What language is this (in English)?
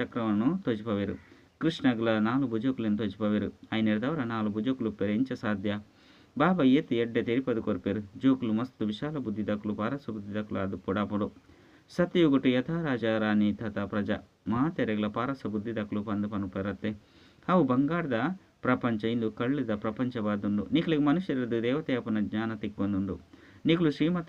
Tulu